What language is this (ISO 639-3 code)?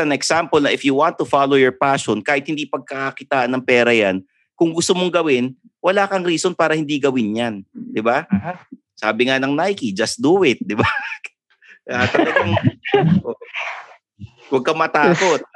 fil